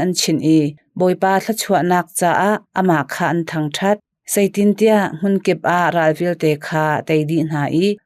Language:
Hakha Chin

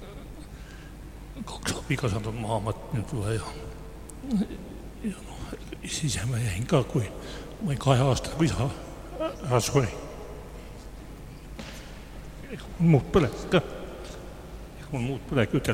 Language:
Estonian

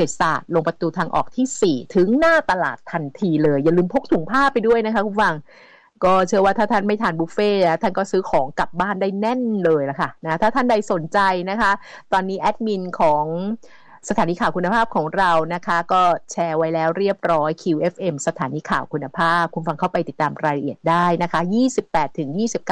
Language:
Thai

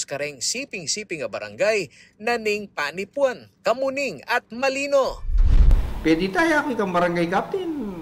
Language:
Pampanga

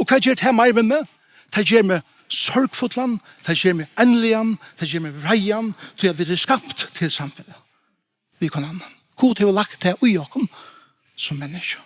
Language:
Faroese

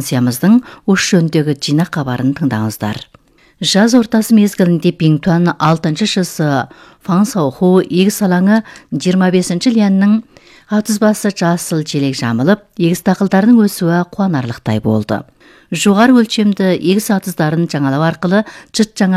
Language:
Kazakh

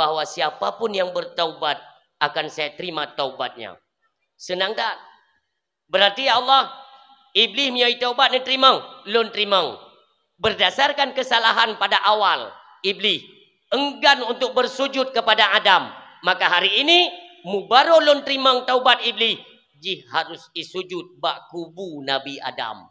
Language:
Achinese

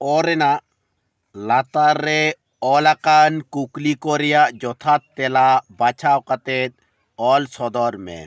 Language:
Santali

